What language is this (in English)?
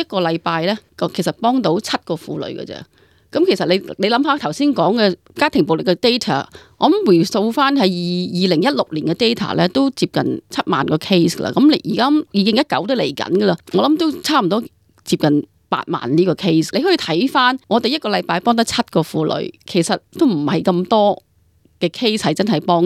Cantonese